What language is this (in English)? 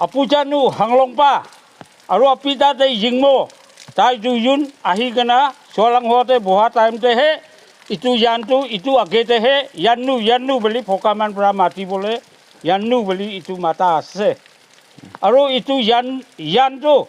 Naga Pidgin